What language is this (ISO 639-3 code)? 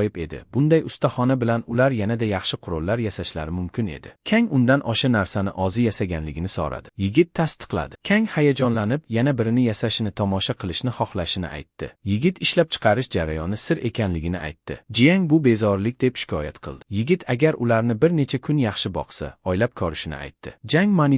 uzb